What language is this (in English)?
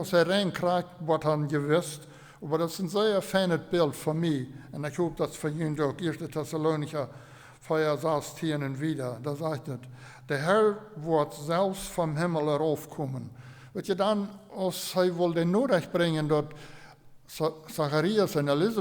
Plautdietsch